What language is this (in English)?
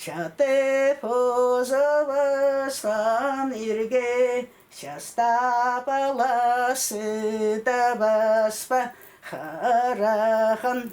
Khakas